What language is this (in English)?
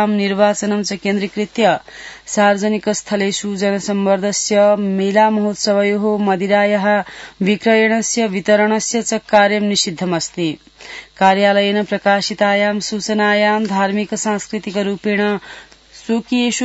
Sanskrit